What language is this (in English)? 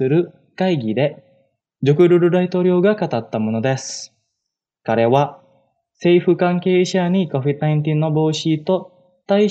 Japanese